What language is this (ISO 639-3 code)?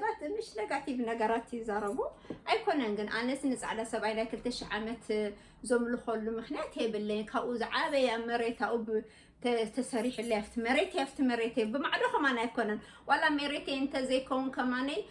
tir